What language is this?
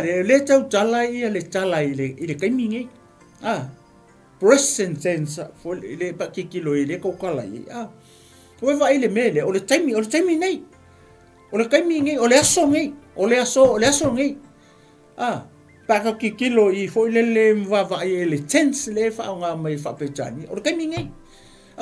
Samoan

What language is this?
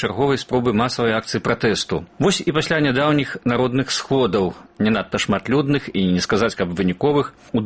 Belarusian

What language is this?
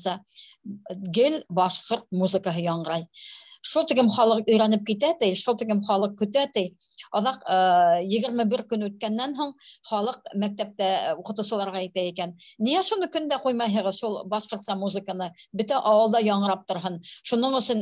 Bashkir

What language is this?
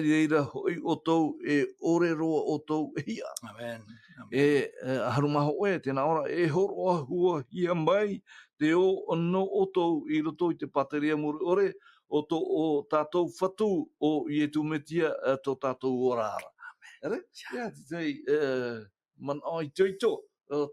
Tahitian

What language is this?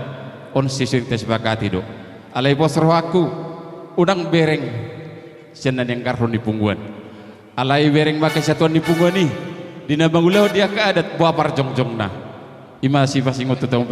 Batak Toba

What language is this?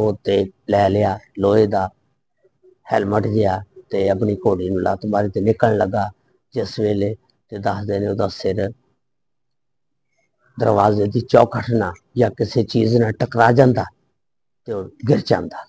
Punjabi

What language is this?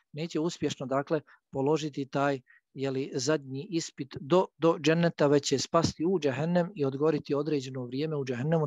Bosnian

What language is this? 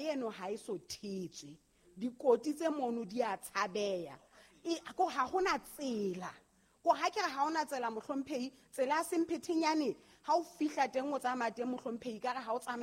Southern Sotho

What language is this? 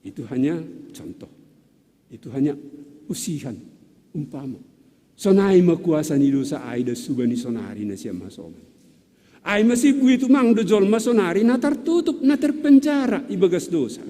Batak Simalungun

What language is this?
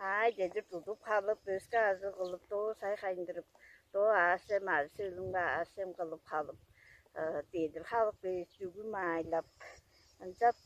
Tuvinian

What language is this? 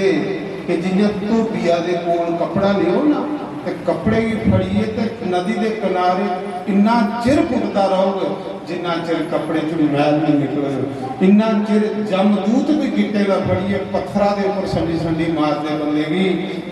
Dogri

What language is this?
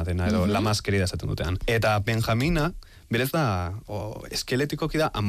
Basque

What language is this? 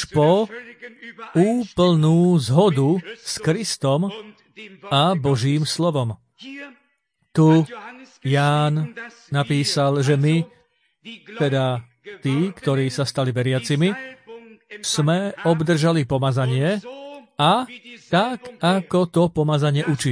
Slovak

